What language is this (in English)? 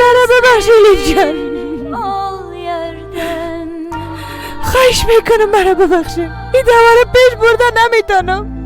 Persian